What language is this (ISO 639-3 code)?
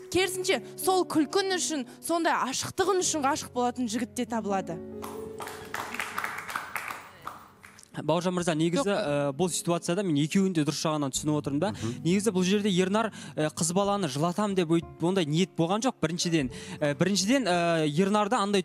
kaz